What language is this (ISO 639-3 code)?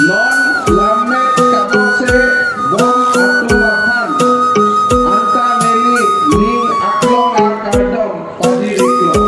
mjw